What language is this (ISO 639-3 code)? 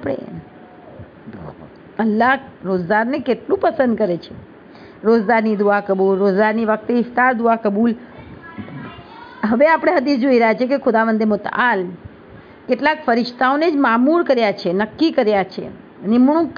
guj